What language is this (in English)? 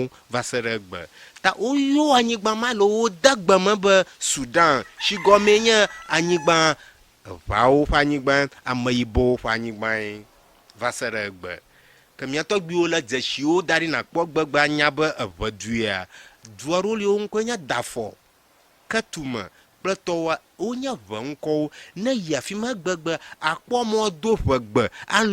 Ewe